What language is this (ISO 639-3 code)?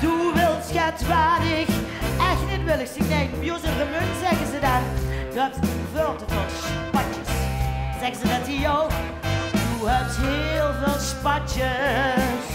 lim